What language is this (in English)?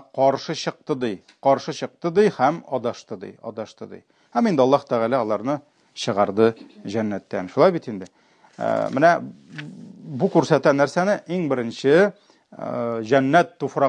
Tatar